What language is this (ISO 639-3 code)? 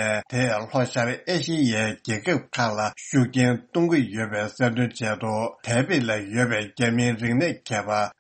bod